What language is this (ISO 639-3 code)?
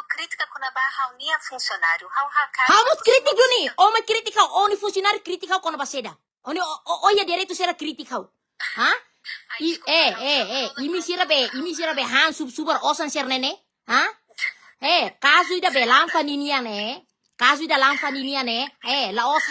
tet